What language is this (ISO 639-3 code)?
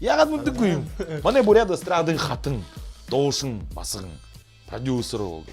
bua